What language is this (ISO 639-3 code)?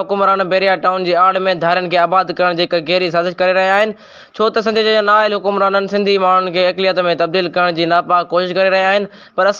snd